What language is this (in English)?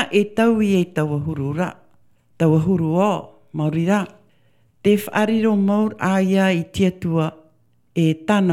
Tahitian